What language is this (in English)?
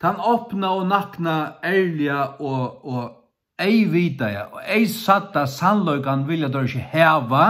Faroese